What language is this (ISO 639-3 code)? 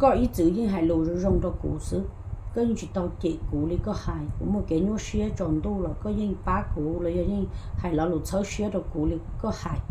hmn